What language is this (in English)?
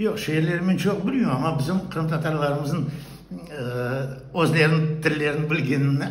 Crimean Tatar